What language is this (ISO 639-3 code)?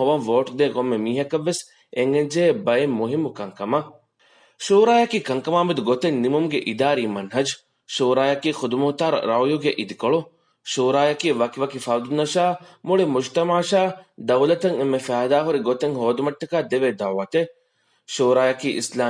div